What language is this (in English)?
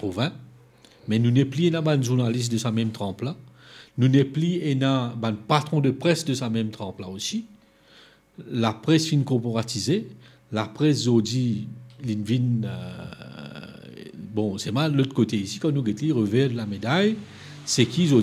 Morisyen